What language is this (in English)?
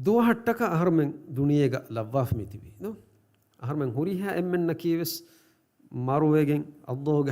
Divehi